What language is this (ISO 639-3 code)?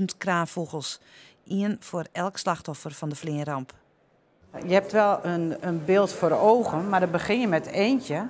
fry